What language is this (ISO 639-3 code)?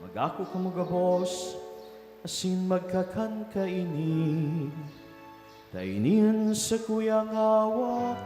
bik